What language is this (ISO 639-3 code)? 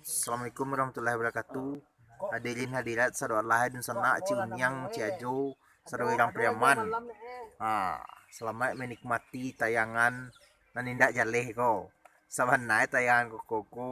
min